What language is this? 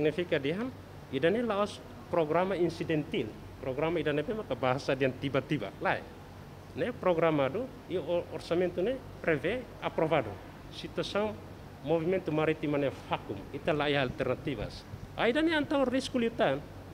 Tetum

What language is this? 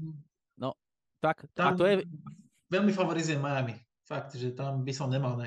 Slovak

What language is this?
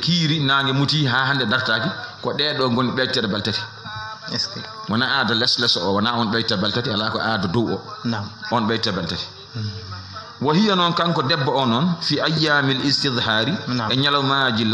Fula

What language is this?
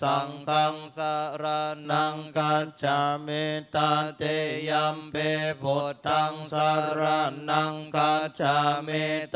Pali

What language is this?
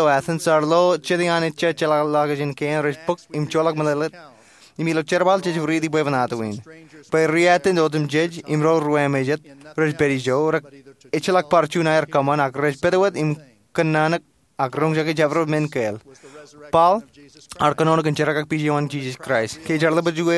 Marshallese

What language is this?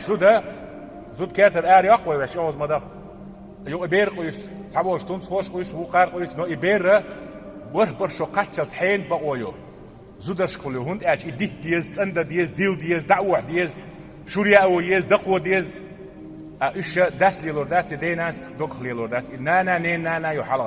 Chechen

